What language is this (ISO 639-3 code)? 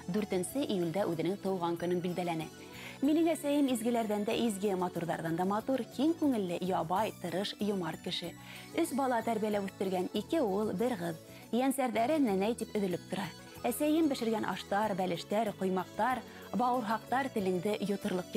bak